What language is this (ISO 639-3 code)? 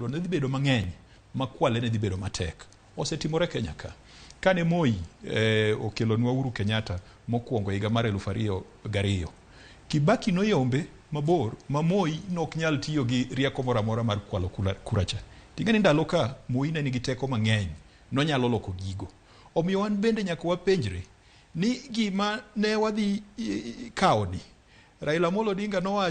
luo